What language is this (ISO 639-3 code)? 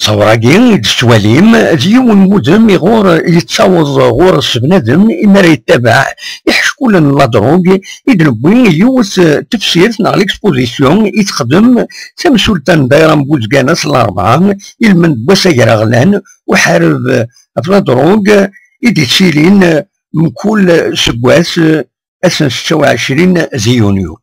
kab